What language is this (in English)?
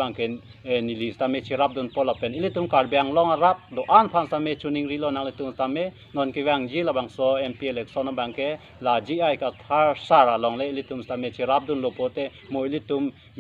Karbi